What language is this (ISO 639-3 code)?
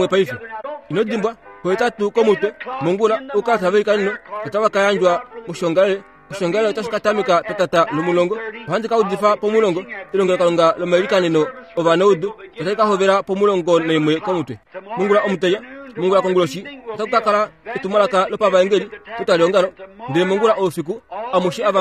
kua